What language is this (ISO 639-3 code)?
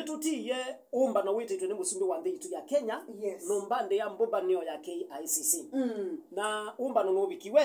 kam